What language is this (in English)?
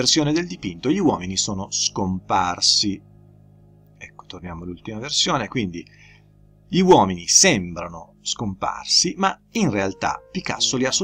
Italian